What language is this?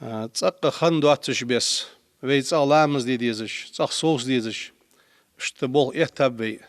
Ingush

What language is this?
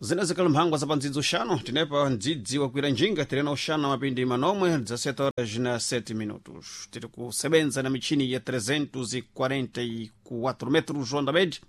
Sena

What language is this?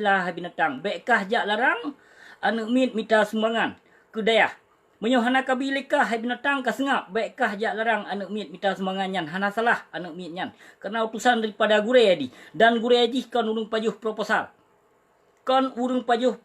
Achinese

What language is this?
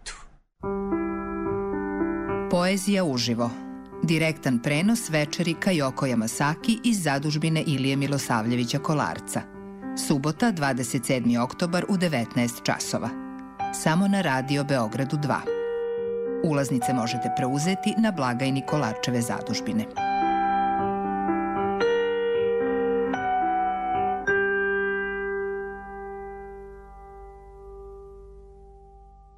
Serbian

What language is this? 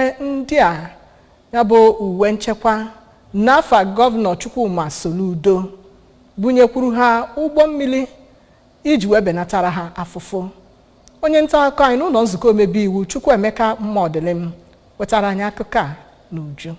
Igbo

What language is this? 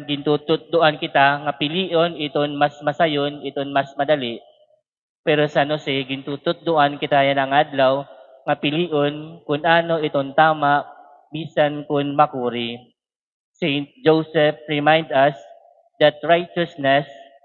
Waray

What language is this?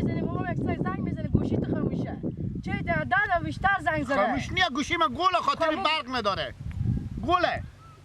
Persian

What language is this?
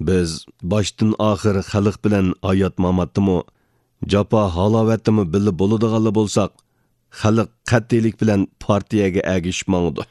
Uyghur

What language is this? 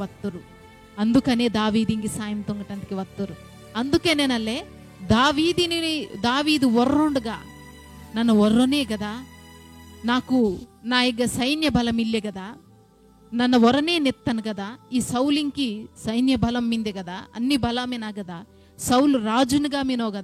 Koya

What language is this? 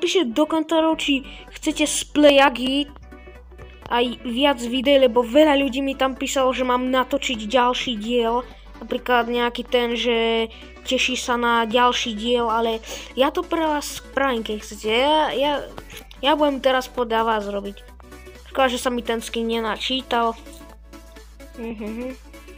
Slovak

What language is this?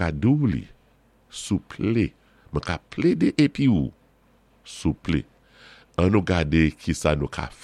Saint Lucian Creole French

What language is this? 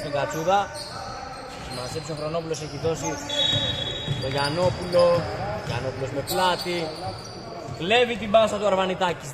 Greek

